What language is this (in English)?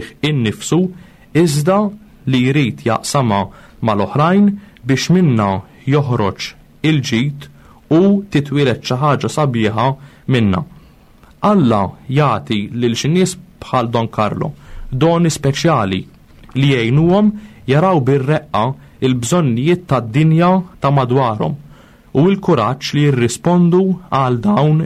Maltese